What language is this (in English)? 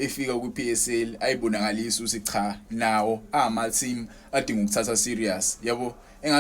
Zulu